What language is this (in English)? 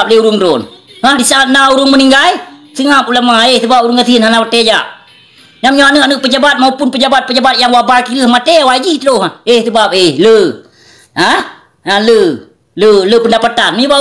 Achinese